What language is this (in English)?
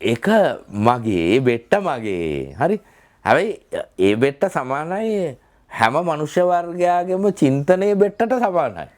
Sinhala